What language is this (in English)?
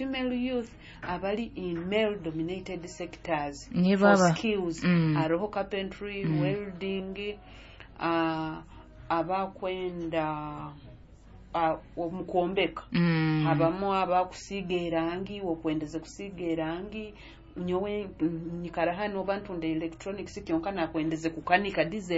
Nyoro